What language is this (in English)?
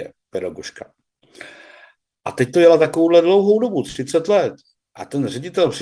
Czech